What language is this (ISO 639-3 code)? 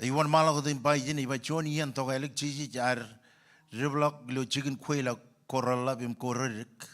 mah